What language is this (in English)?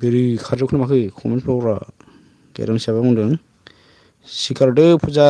Bodo